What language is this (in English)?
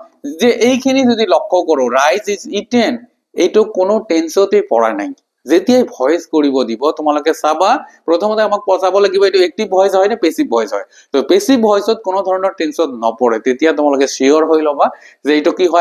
Assamese